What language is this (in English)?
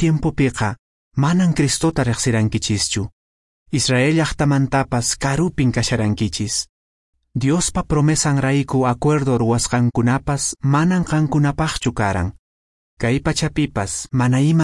Quechua